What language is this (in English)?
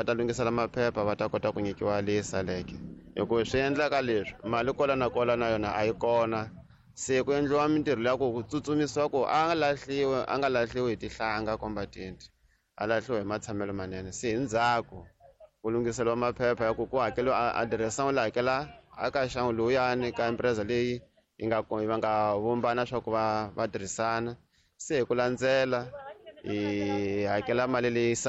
Tsonga